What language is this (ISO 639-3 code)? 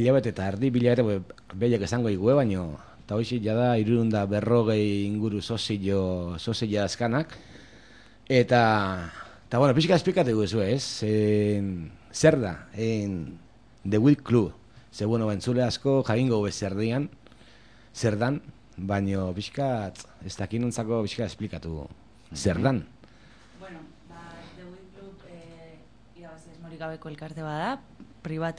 eus